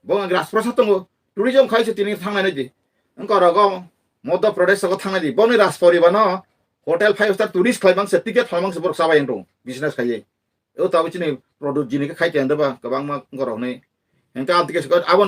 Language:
Kok Borok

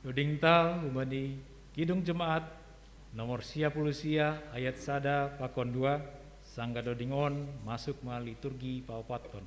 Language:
Batak Simalungun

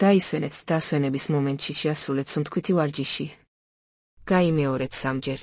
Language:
Georgian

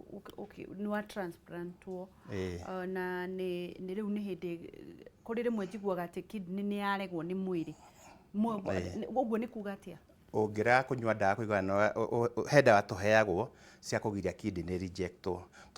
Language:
Kikuyu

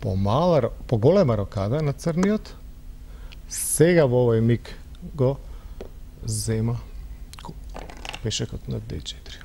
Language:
Macedonian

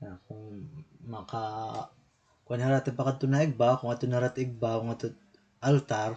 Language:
Waray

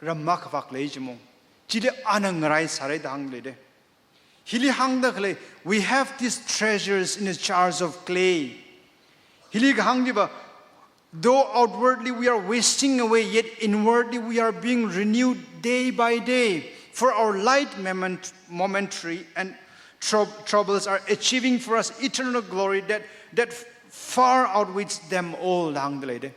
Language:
Tangkhul Naga (India)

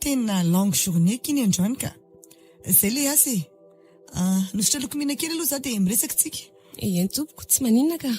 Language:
Malagasy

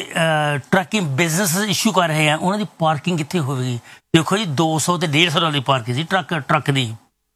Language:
Punjabi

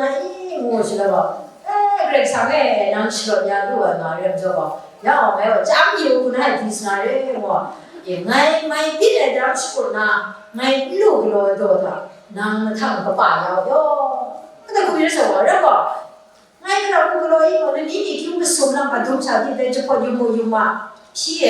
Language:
Kachin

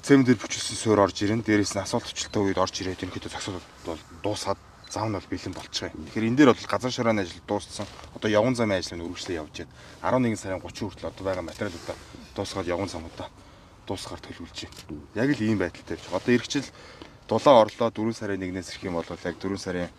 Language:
Mongolian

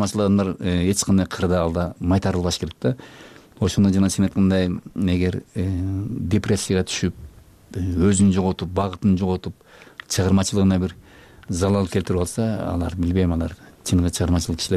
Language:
Kyrgyz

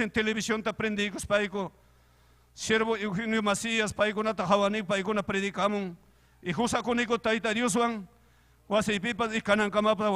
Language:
Ayacucho Quechua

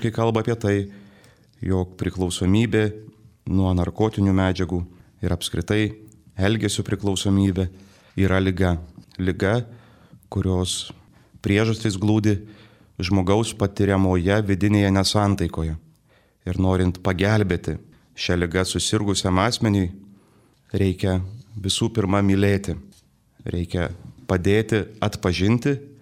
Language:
Lithuanian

